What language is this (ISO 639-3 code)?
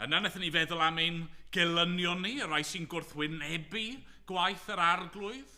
cym